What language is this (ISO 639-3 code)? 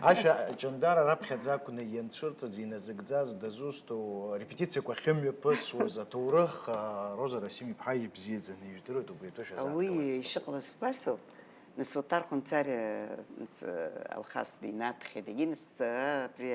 abk